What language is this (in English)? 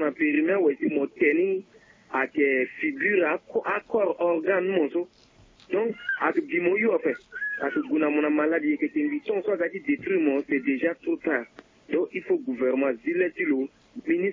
Sango